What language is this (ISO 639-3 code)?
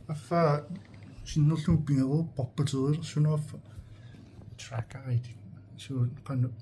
kal